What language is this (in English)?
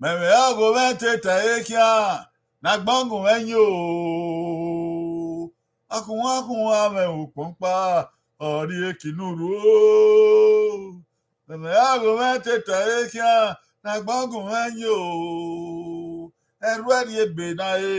Bini